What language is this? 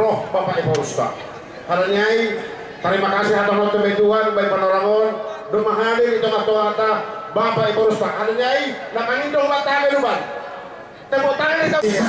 Batak Simalungun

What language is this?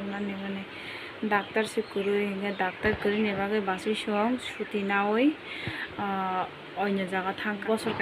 Kok Borok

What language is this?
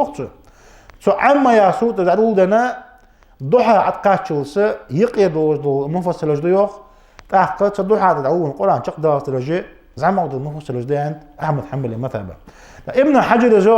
Ingush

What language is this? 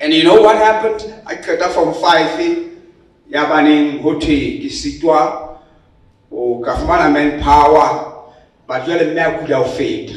Southern Sotho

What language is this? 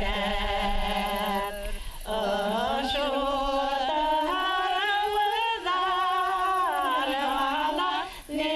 Bashkir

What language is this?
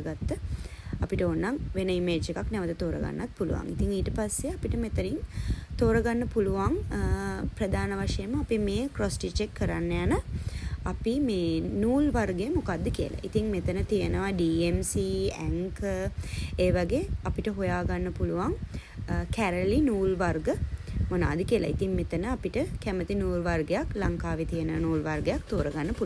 Sinhala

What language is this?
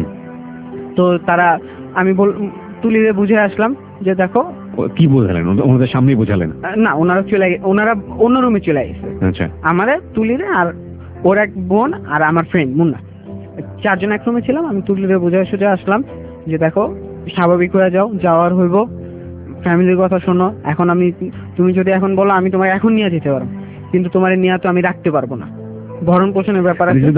Bangla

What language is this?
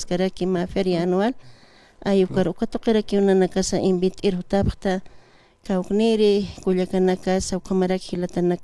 Aymara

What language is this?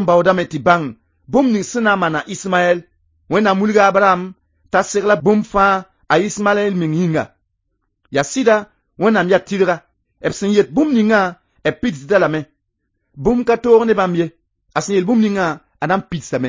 Mossi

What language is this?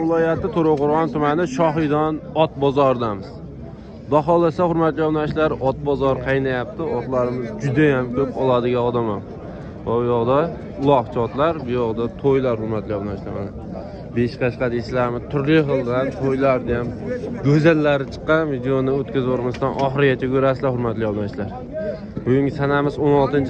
Uzbek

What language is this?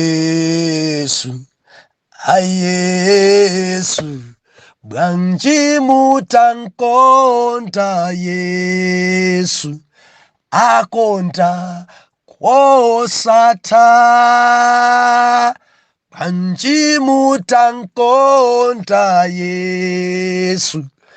Nyanja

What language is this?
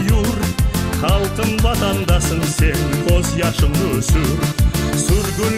Crimean Tatar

